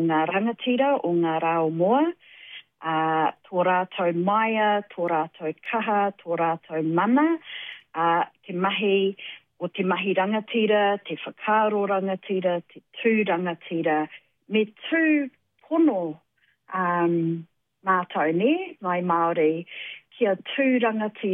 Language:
Māori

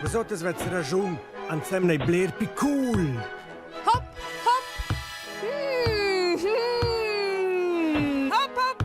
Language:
Romansh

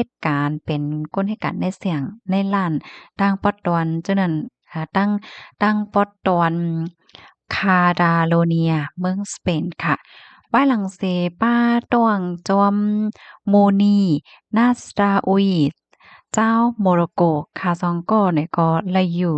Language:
Shan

